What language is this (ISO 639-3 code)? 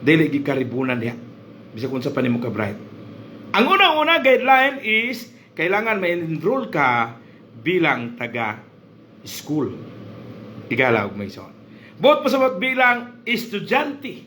ceb